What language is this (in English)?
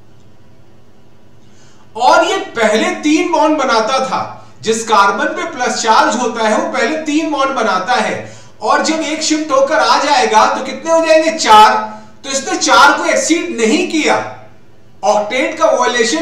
Hindi